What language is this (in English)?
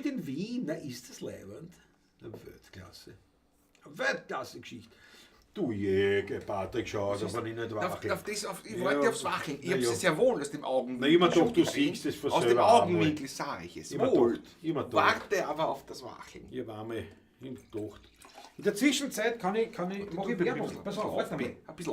Bavarian